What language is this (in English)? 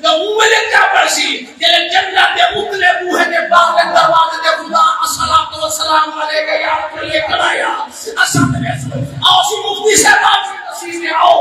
Saraiki